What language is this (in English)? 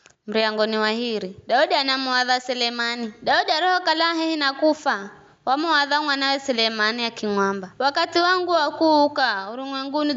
Giryama